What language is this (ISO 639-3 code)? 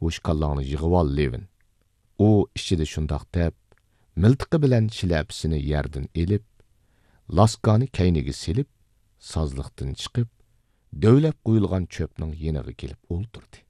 uig